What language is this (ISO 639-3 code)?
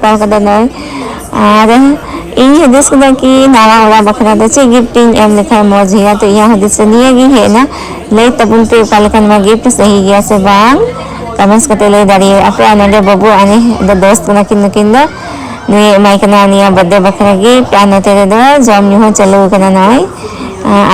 sat